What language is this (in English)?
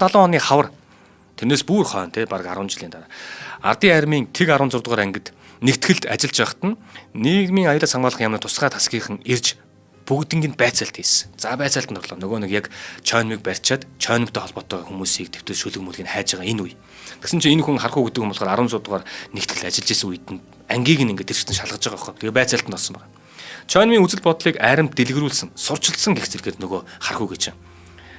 Mongolian